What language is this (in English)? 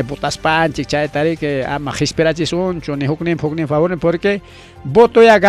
Ayacucho Quechua